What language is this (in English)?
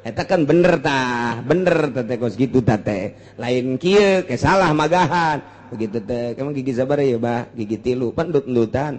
Sundanese